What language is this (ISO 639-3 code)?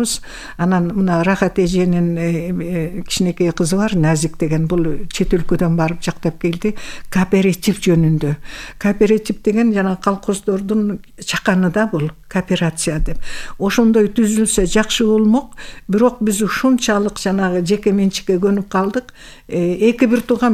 kir